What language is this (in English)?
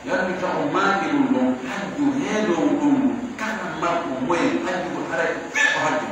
Pular